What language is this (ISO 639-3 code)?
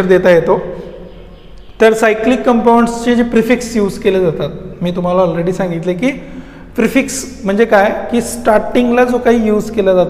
mar